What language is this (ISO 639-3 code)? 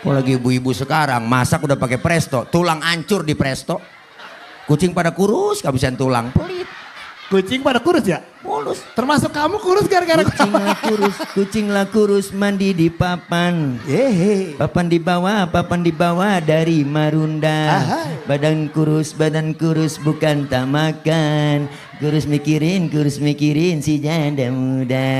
bew